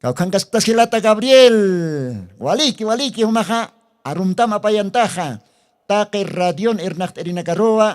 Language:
Aymara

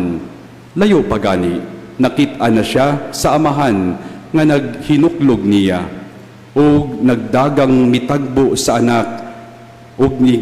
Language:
Cebuano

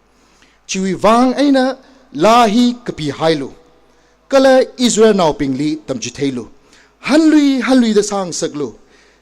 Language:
Tangkhul Naga (India)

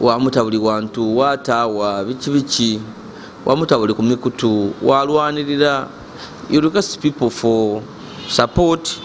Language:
Ganda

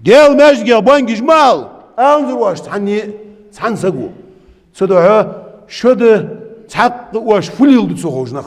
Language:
Ingush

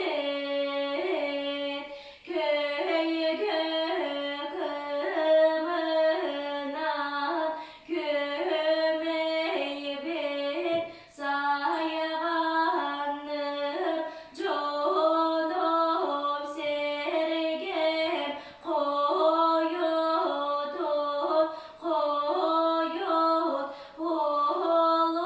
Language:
Yakut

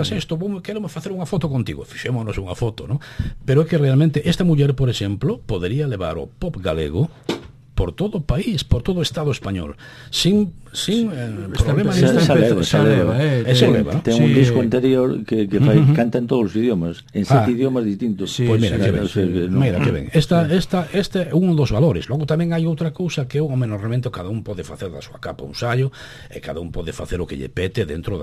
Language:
Galician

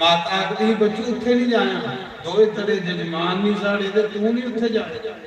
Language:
Dogri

